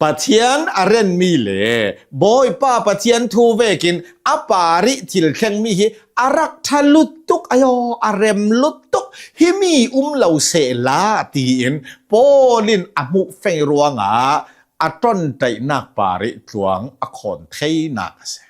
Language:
Hakha Chin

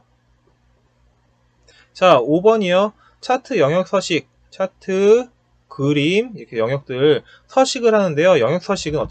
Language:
Korean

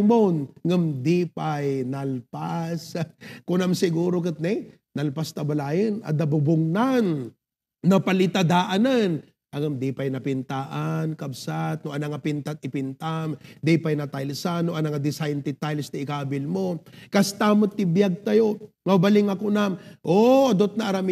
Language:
Iloko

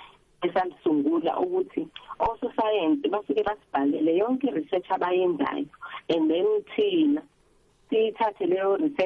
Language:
South Ndebele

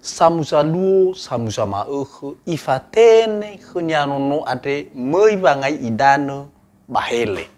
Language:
Nias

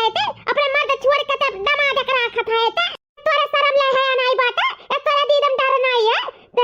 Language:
Awadhi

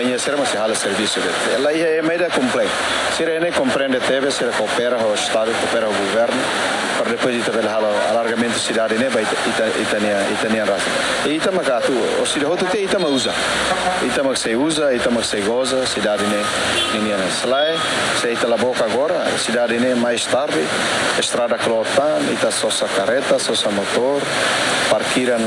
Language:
Tetum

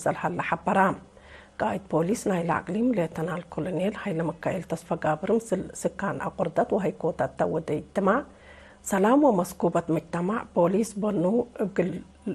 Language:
Tigre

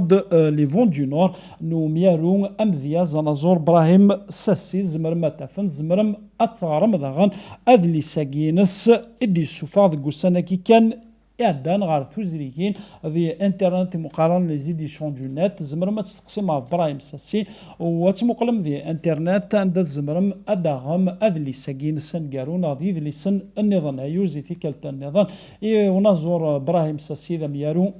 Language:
Kabyle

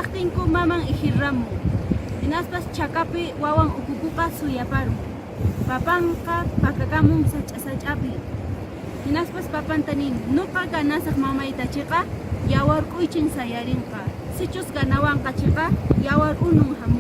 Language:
Quechua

